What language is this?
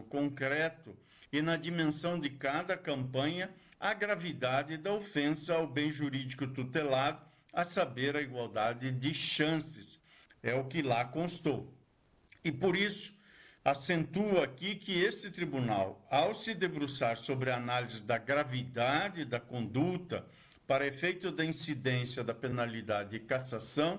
Portuguese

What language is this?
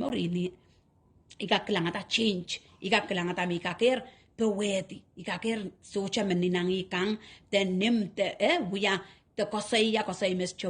Pohnpeian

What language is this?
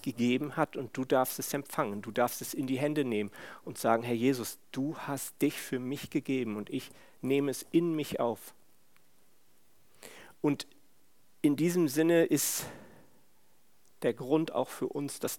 German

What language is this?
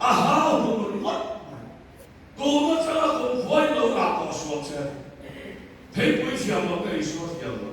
Mizo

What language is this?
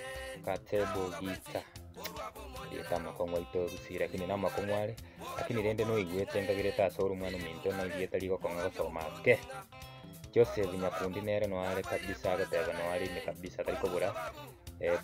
Gusii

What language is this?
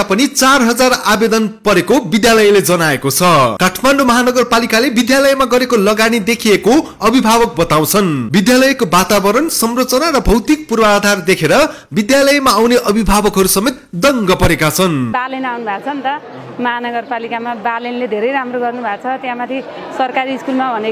Nepali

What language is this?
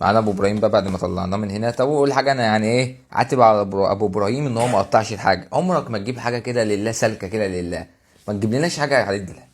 Egyptian Arabic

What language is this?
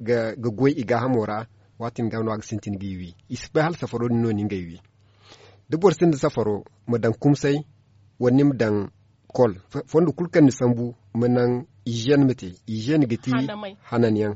Zarma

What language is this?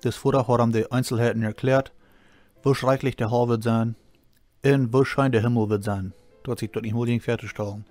Plautdietsch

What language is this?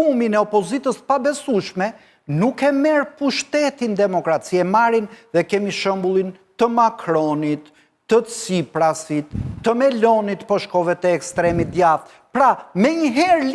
Albanian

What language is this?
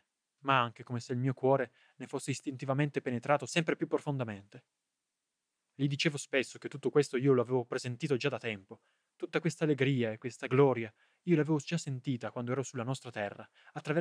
Italian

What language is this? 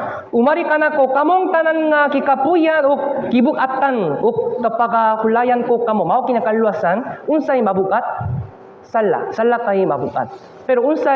Cebuano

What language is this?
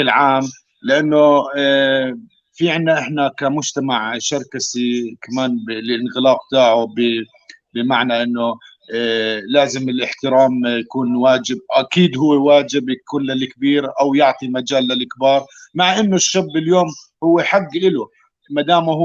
North Levantine Arabic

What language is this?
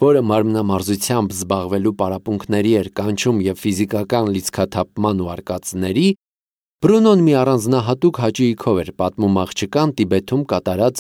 Armenian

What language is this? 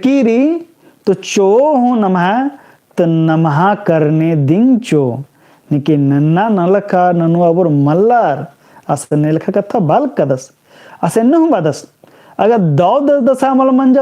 Kurukh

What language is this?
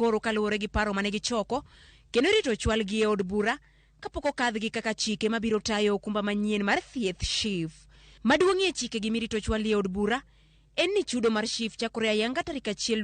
Luo (Kenya and Tanzania)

